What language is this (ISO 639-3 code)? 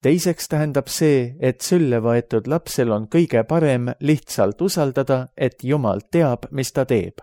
est